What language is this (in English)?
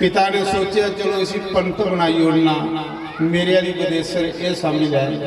Dogri